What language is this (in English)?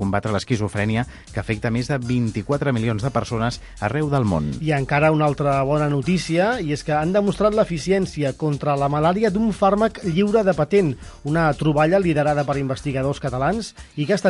Catalan